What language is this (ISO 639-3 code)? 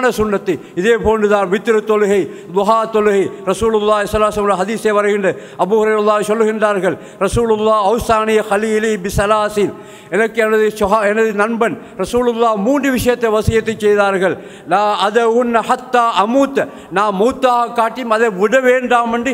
tam